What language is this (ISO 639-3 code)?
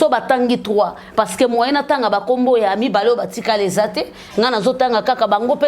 lin